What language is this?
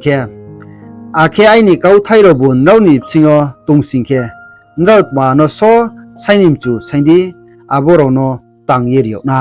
Riang (India)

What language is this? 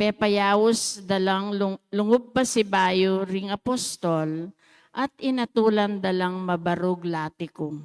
Pampanga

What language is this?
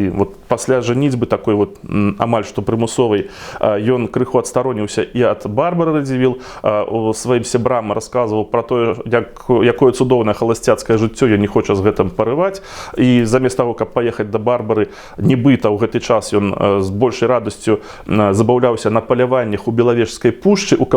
Belarusian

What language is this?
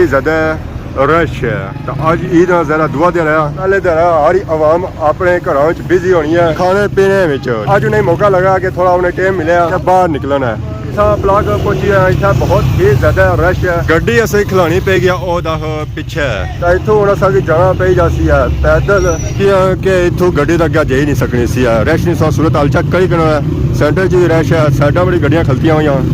Pahari-Potwari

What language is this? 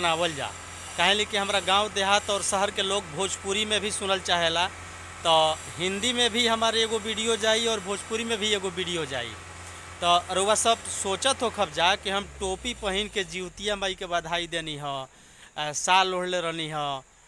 Bhojpuri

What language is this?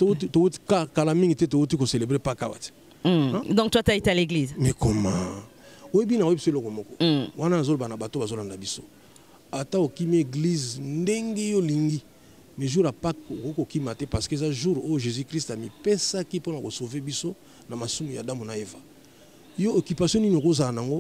Lingala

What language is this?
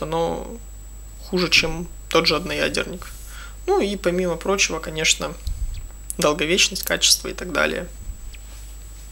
Russian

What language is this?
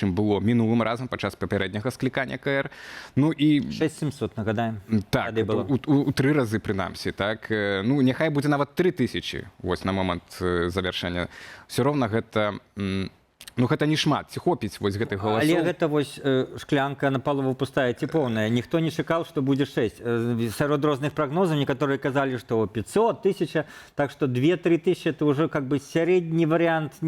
Belarusian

